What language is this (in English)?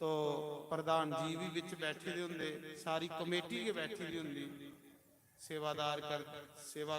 Dogri